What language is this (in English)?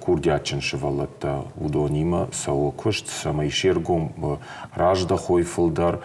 Ossetic